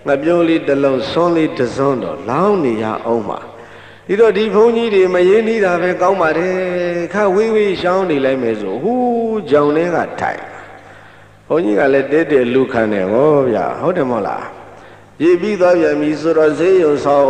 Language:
Burmese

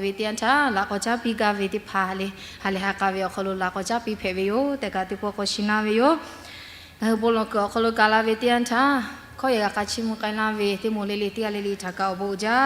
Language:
Lahu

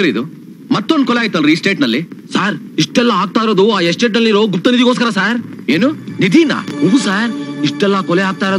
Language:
Kannada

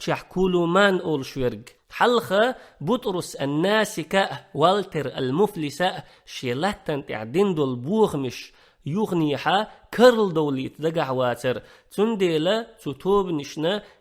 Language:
Chechen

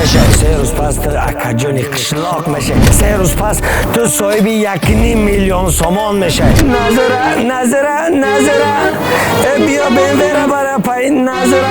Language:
Tajik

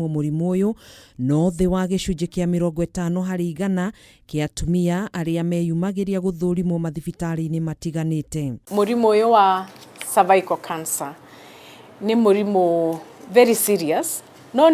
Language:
Kikuyu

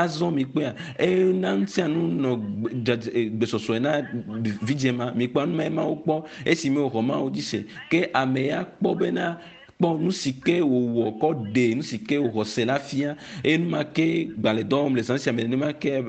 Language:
Ewe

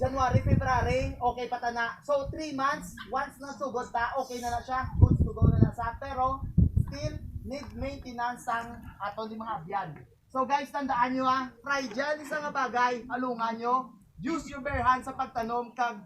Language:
Hiligaynon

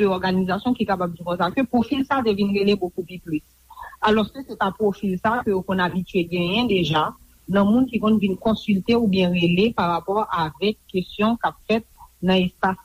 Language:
Haitian Creole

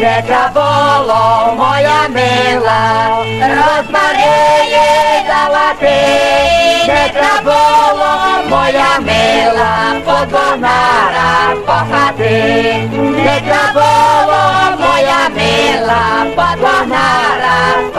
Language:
Rusyn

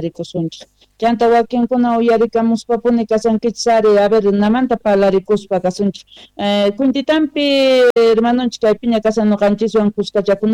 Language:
South Bolivian Quechua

